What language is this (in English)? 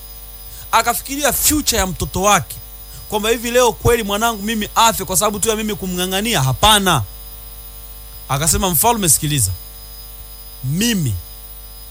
Swahili